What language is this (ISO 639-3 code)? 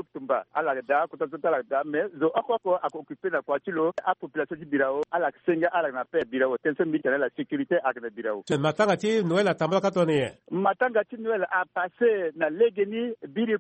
sag